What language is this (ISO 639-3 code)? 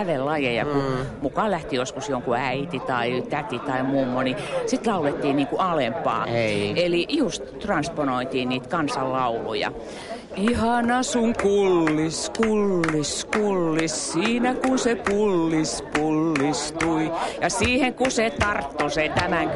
fin